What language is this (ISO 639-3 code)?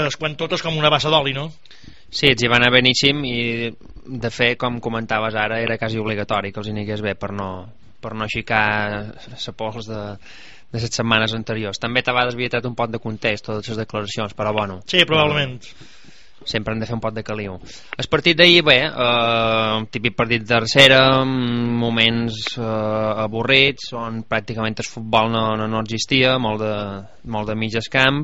cat